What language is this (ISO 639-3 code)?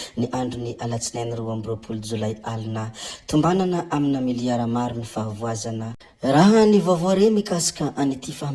mlg